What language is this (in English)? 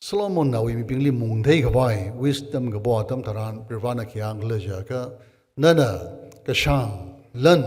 Tangkhul Naga (India)